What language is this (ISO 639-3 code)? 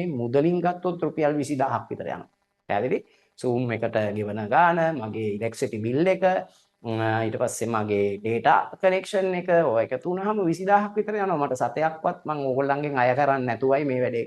sin